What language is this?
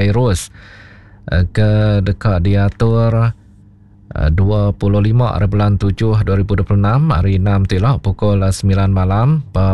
Iban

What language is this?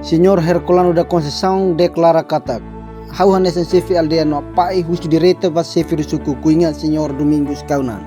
Tetum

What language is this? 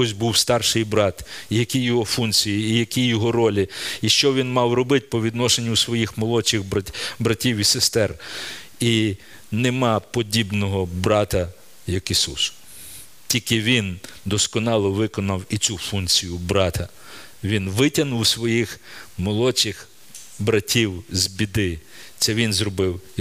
Ukrainian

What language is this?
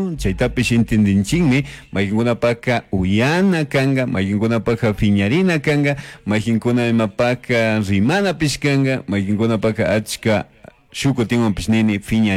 Chimborazo Highland Quichua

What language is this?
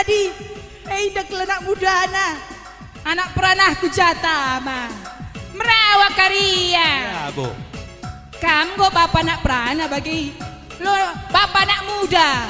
Batak Karo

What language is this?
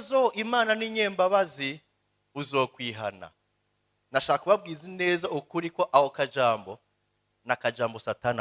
Rundi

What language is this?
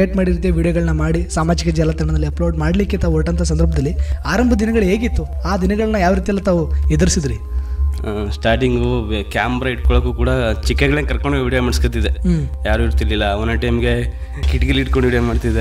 Kannada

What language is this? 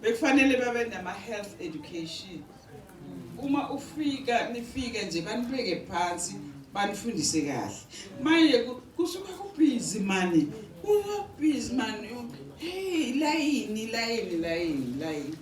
Zulu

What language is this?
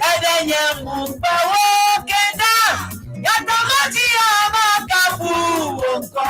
Ewe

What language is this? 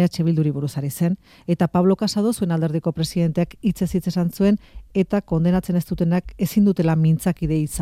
Basque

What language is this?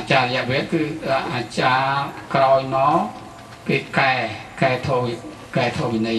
Khmer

